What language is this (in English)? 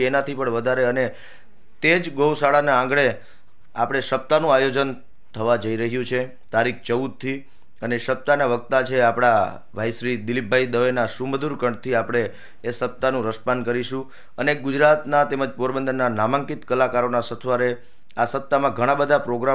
Gujarati